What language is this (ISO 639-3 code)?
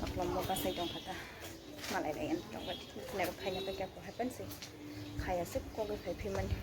trp